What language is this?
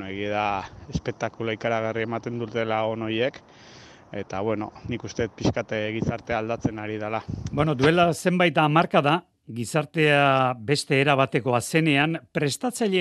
Basque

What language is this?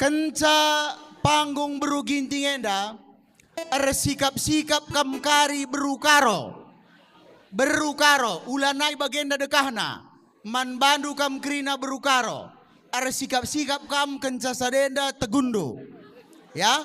Batak Karo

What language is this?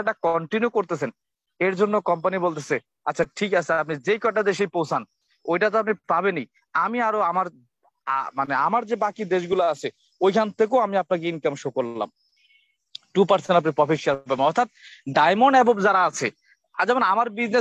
Bangla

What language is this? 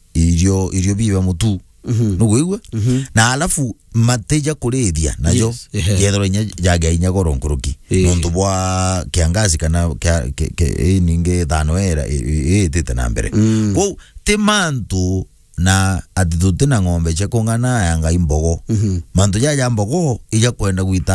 Meru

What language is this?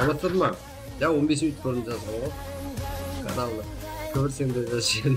Kara-Kalpak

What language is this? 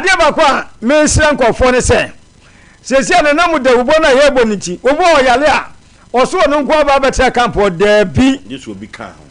Akan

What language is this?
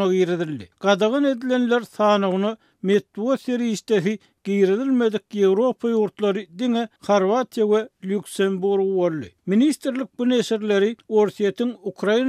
Turkmen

